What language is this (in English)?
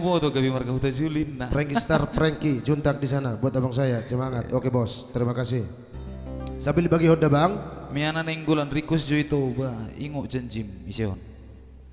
Batak Toba